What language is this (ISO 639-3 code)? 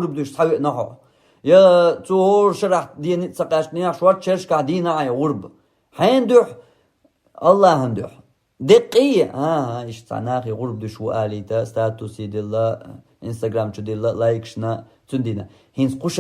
che